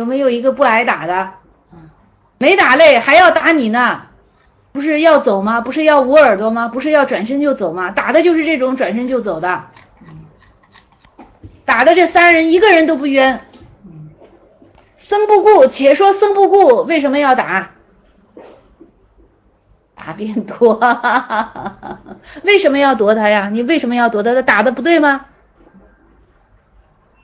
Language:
Chinese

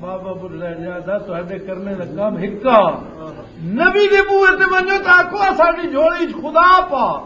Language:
Western Panjabi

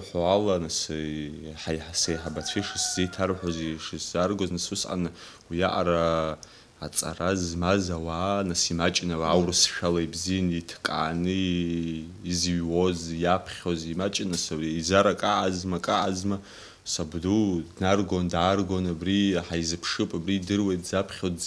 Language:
Abkhazian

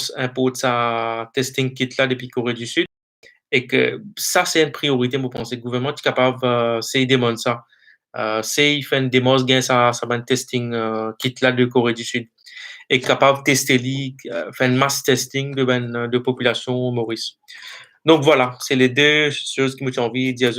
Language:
Morisyen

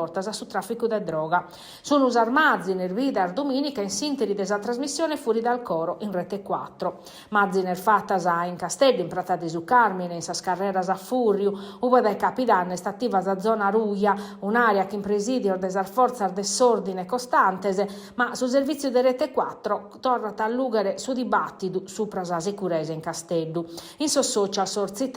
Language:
Sardinian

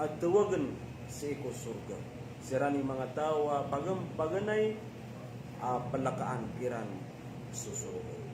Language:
Maranao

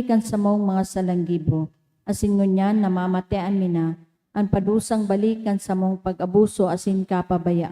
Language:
Bikol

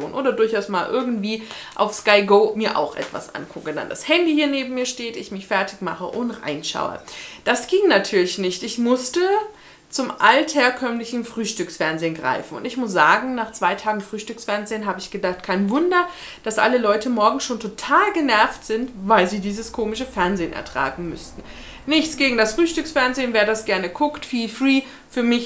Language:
German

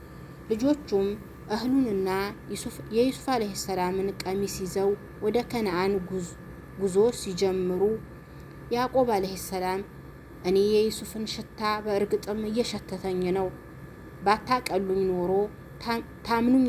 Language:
Amharic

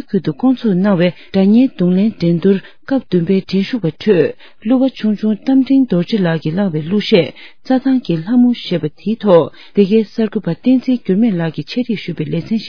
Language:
Tibetan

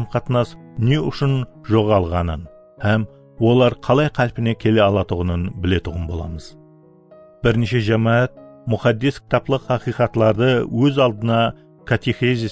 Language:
Kara-Kalpak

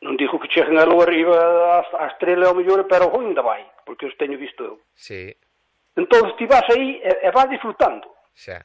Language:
Galician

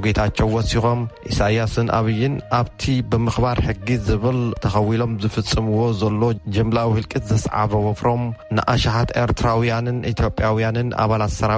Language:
Tigrinya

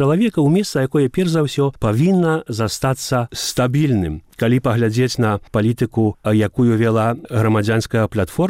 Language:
Belarusian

